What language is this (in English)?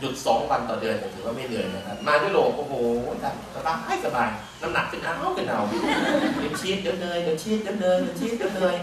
Thai